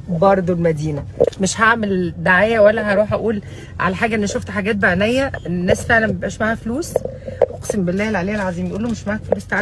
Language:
Egyptian Arabic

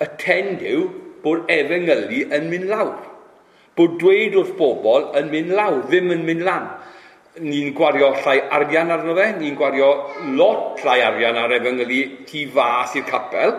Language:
Welsh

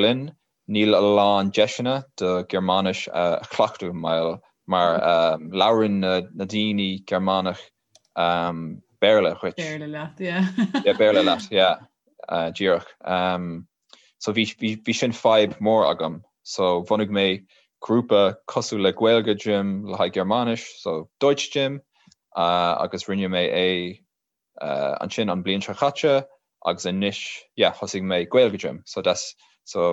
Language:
Irish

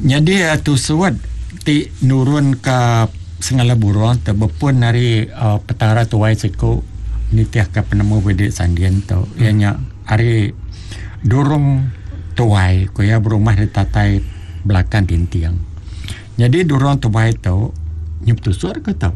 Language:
Iban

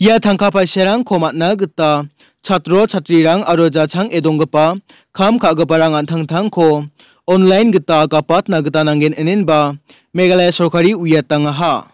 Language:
Garo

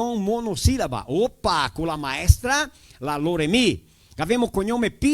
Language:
Venetian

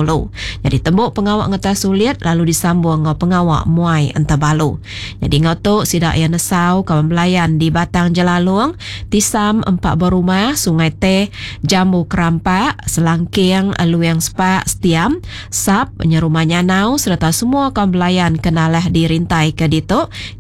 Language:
Iban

